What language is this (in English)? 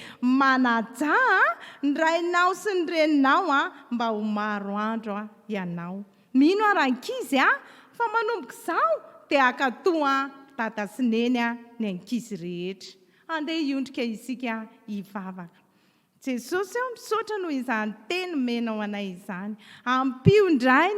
Malagasy